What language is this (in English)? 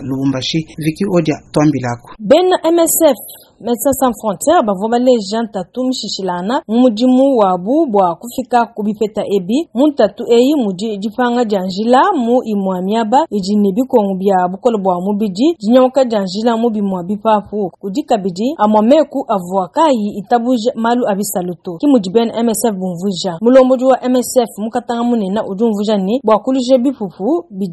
Luba-Lulua